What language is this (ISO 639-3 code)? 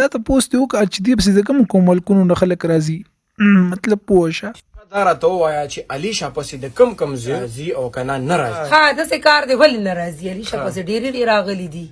pus